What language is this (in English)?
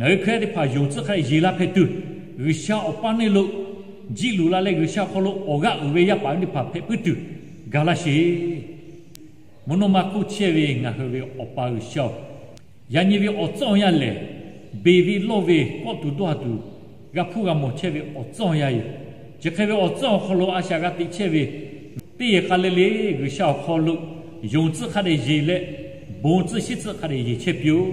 Lahu